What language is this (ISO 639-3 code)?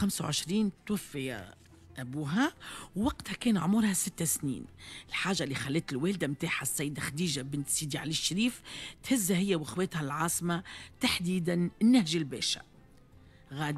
aeb